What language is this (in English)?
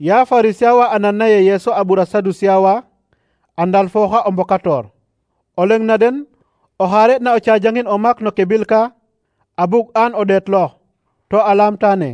Serer